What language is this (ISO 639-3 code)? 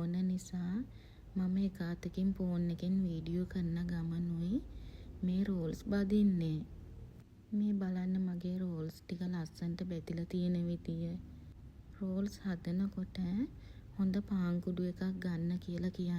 sin